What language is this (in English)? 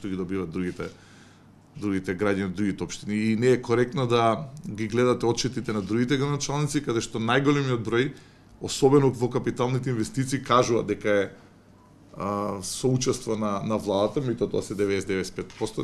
Macedonian